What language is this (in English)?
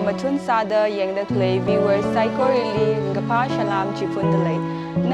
Tangkhul Naga (India)